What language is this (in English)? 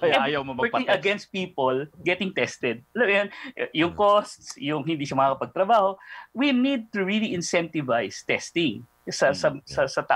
Filipino